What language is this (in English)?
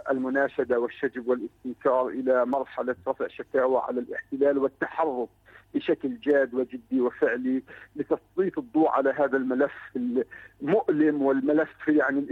Arabic